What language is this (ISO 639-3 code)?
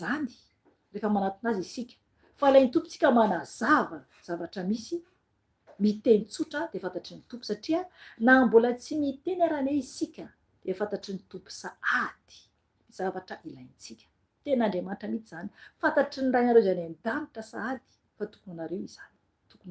mlg